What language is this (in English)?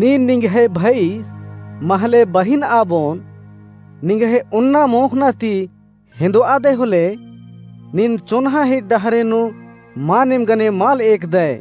Kurukh